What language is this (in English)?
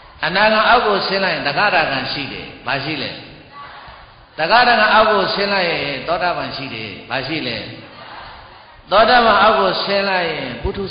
Burmese